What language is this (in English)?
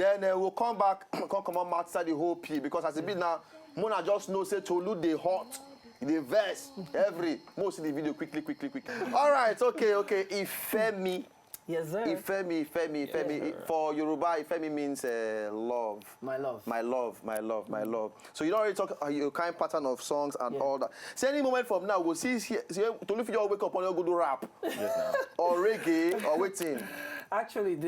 Nigerian Pidgin